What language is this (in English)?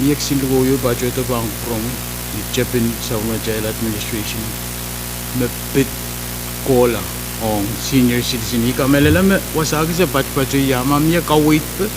Pohnpeian